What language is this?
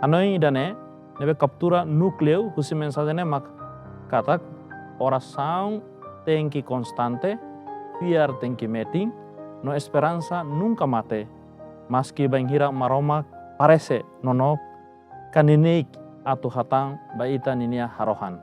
Tetum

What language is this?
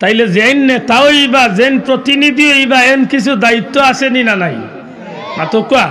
Sylheti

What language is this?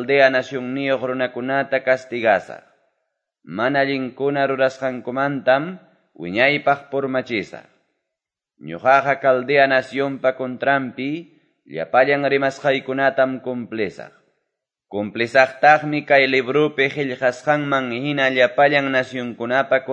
Quechua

